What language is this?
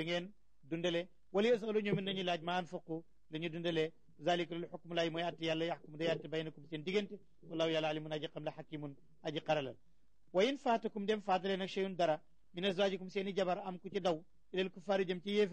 Wolof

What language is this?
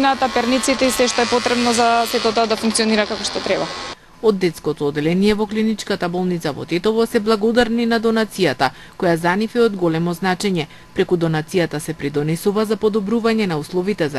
Macedonian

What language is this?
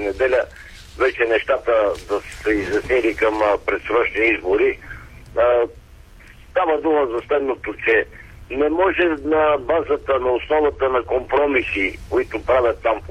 Bulgarian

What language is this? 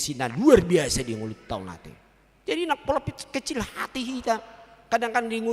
Batak Toba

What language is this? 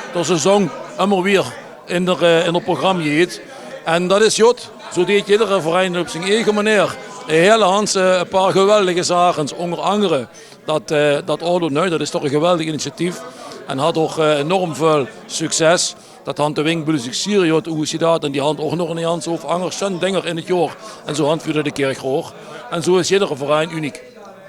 Limburgish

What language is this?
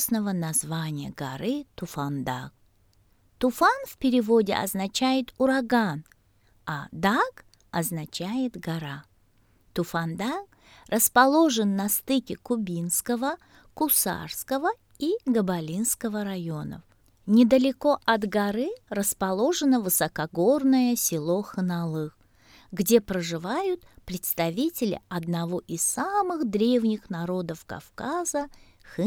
Russian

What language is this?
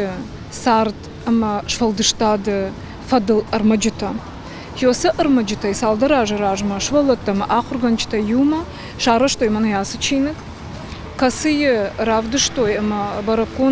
Ossetic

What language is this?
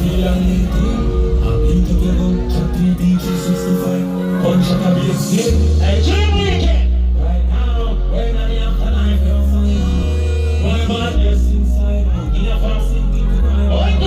Jamaican Creole English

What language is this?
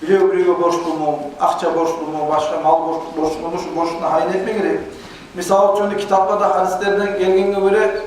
Kumyk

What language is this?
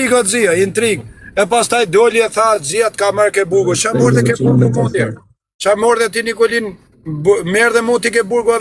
Albanian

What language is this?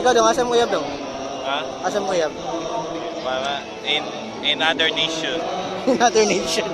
Cebuano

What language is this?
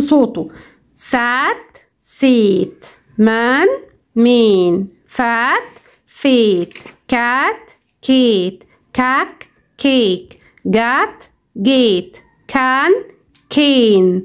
Egyptian Arabic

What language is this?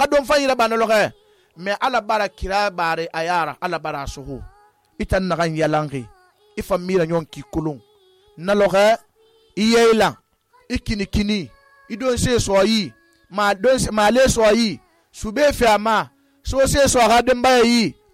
Susu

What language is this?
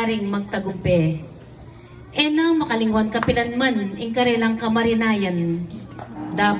Pampanga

